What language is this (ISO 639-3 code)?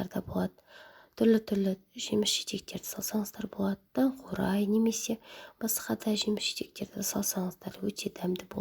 kaz